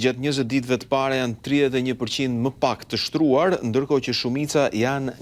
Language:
Albanian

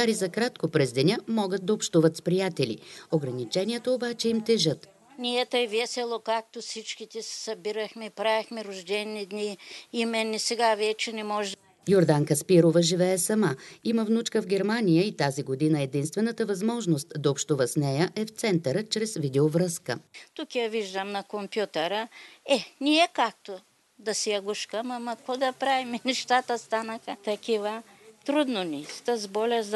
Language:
Bulgarian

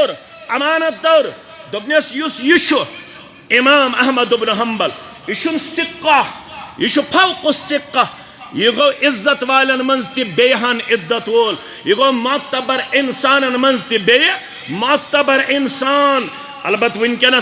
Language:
Kashmiri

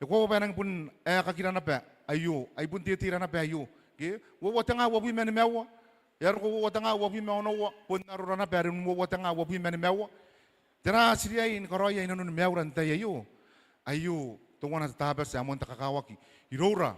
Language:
Gilbertese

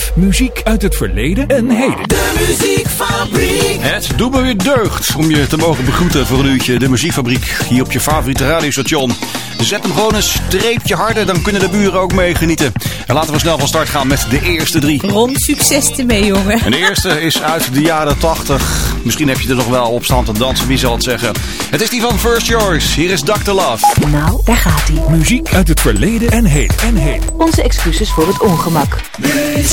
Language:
Dutch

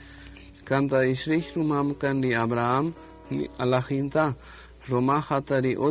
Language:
Kaqchikel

